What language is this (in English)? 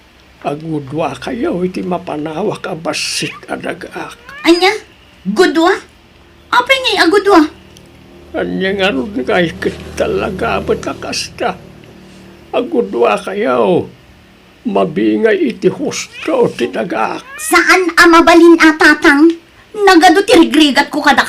Iloko